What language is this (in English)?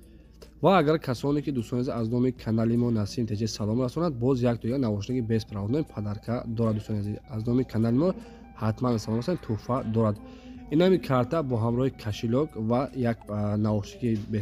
Tajik